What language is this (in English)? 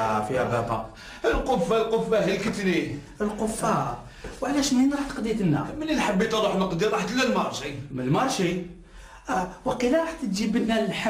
Algerian Arabic